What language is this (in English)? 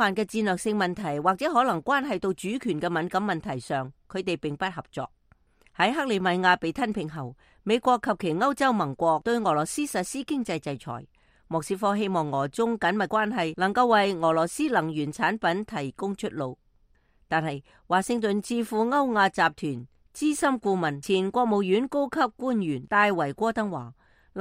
Cantonese